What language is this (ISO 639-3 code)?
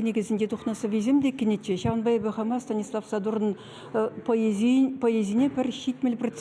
chv